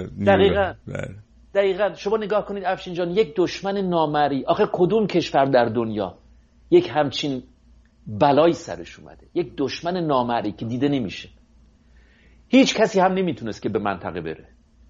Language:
Persian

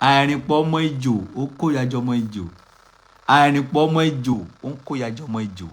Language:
Yoruba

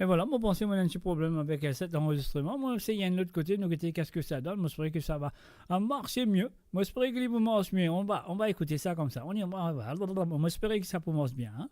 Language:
Morisyen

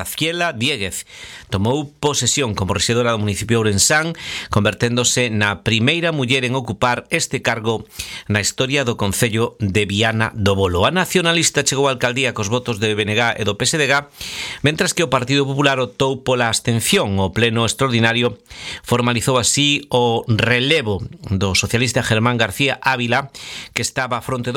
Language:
Galician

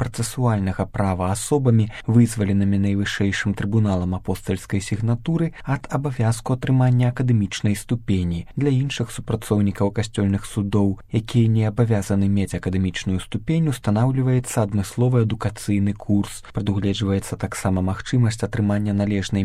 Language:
Belarusian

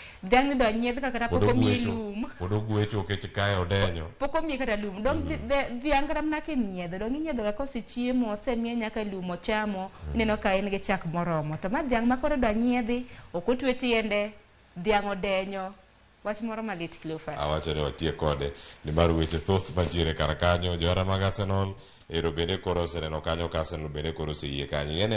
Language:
Luo (Kenya and Tanzania)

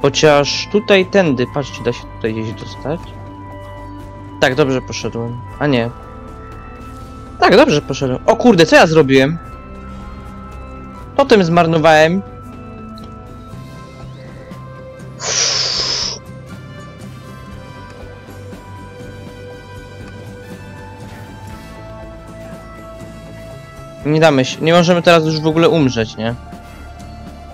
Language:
Polish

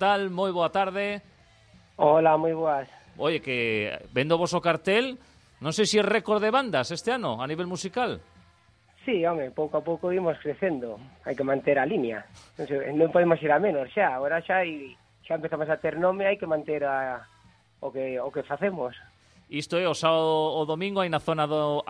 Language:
Galician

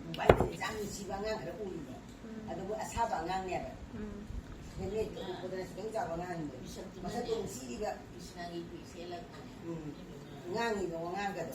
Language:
Manipuri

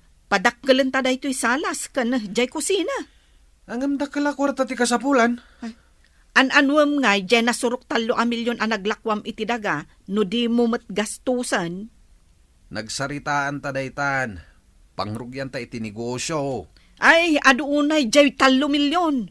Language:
Iloko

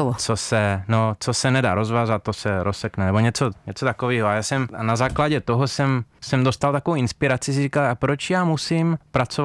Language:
Czech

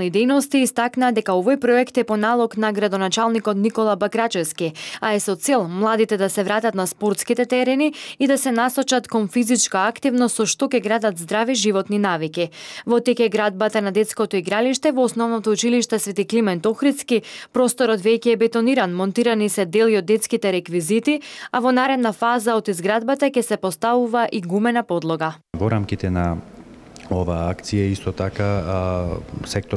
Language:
Macedonian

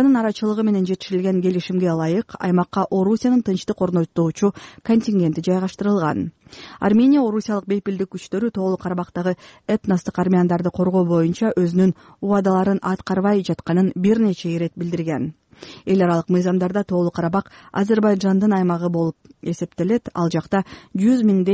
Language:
Kyrgyz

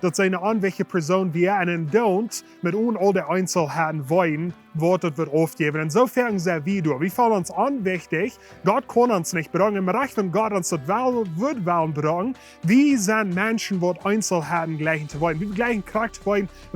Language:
Plautdietsch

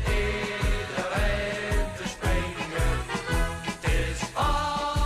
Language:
Limburgish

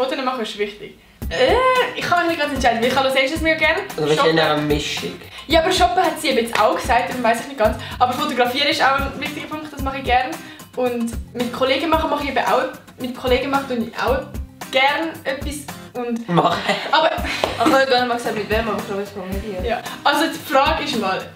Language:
Swiss German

